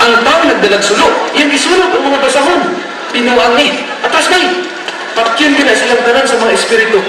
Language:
Cebuano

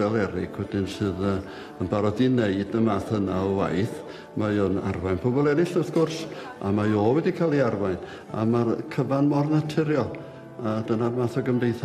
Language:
Welsh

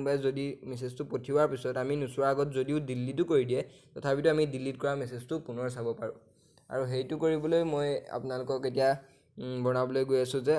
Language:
Assamese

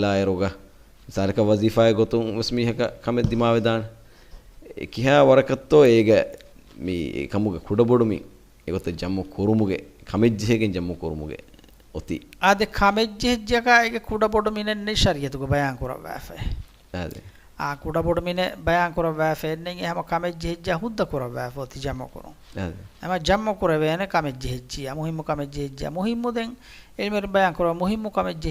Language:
Divehi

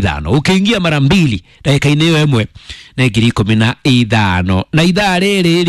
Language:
Kikuyu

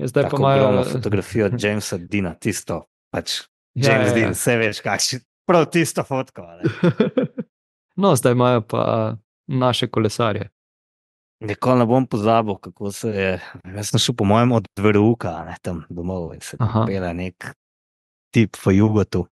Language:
Slovenian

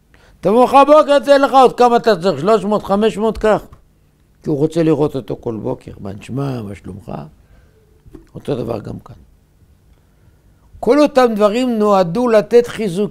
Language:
Hebrew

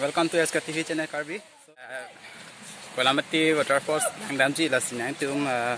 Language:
Karbi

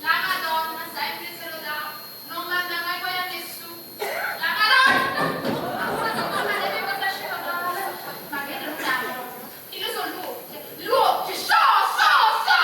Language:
Neapolitan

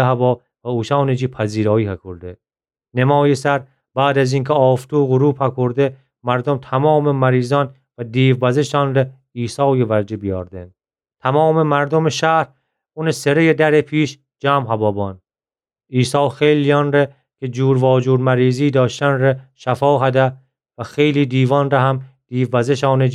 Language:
Gilaki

